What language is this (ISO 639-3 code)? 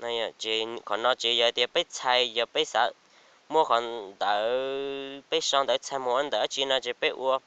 hmn